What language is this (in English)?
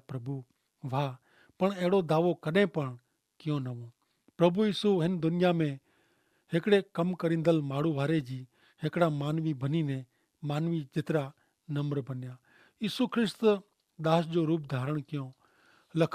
Kachhi